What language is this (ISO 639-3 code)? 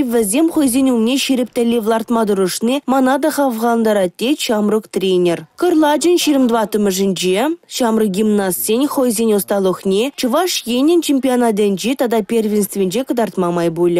chv